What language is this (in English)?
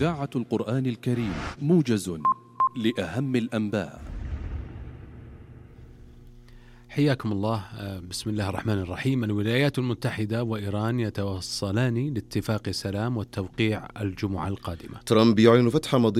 Arabic